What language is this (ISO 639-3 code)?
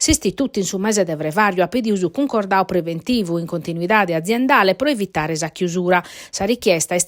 srd